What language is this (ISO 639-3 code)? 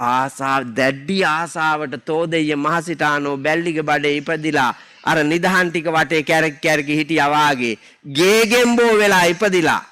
sin